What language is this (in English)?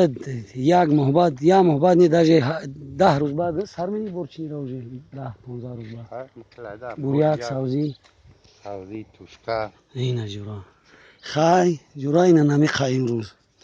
Tajik